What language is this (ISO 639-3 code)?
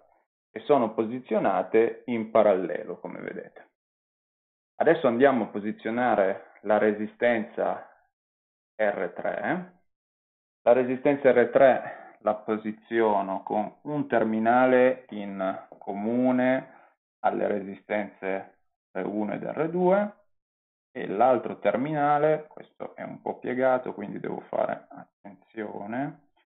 ita